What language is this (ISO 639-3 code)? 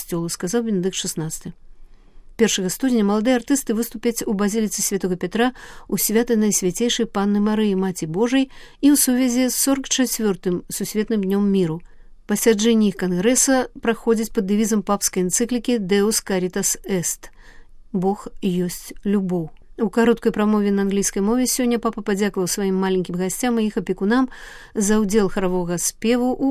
bel